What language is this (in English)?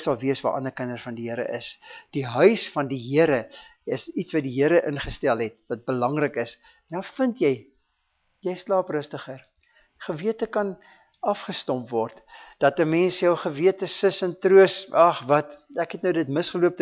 Afrikaans